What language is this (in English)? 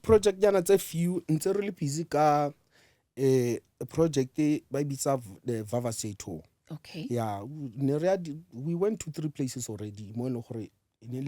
Northern Sotho